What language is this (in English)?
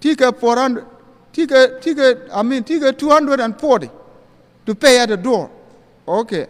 Nuer